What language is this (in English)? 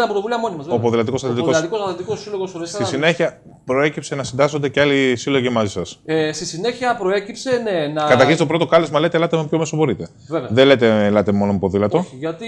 Greek